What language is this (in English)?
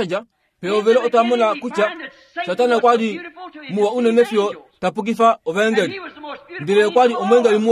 Kuanyama